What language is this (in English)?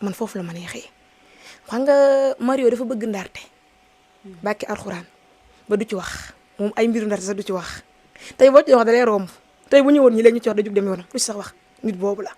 Wolof